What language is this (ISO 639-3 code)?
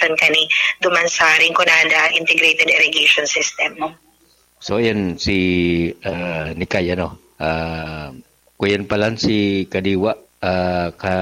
bik